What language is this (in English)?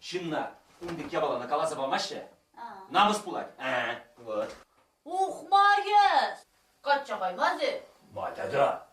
Chuvash